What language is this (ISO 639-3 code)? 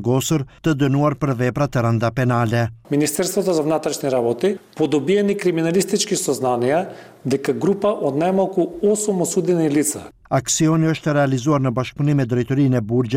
sqi